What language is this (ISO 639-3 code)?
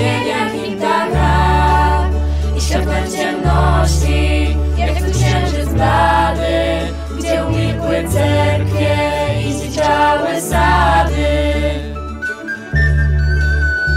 pol